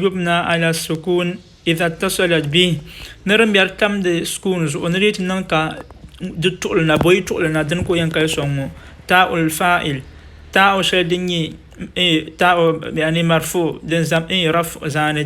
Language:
Dagbani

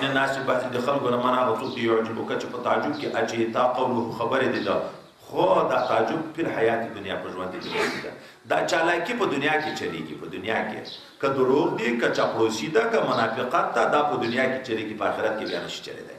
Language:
Pashto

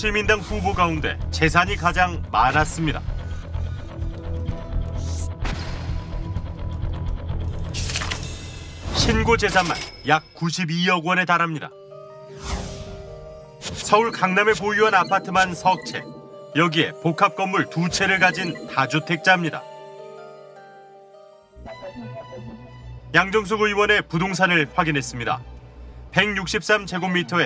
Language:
Korean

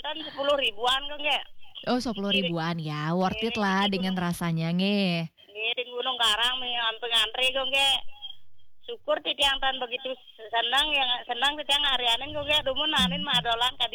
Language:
Balinese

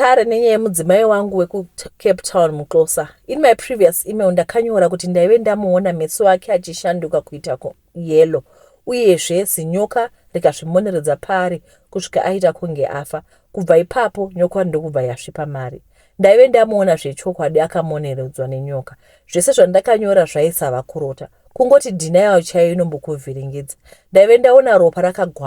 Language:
Shona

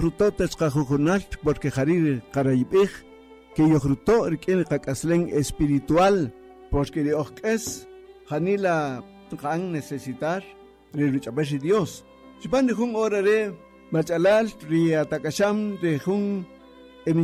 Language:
Kaqchikel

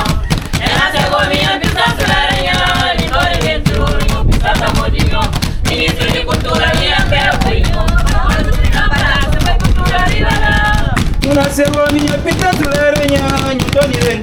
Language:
Kabuverdianu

